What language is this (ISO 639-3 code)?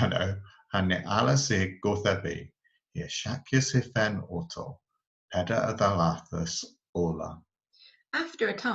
cor